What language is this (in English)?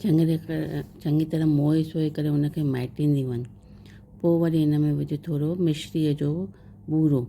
Sindhi